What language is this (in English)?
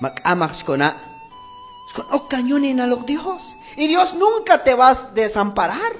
Q'anjob'al